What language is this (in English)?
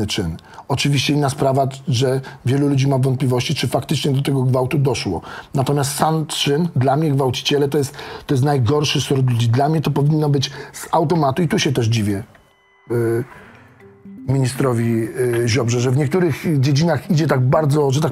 Polish